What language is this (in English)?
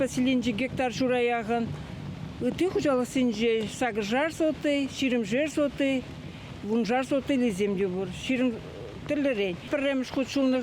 Chuvash